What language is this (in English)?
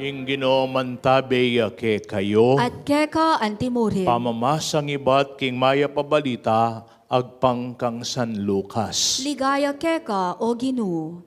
Pampanga